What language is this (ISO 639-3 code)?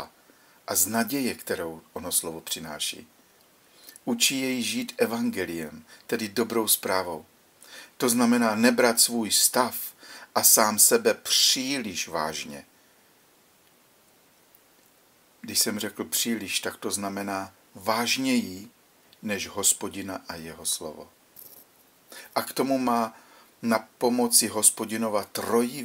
ces